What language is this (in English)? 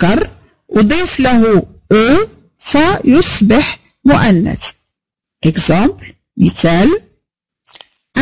Arabic